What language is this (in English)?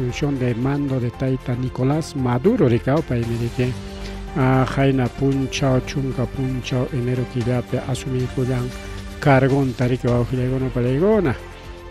Ayacucho Quechua